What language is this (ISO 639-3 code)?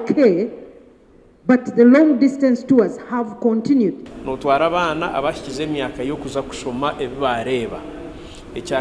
nyn